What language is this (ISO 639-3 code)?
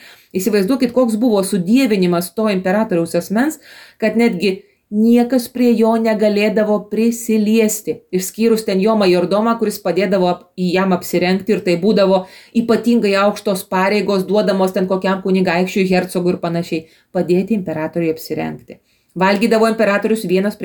lit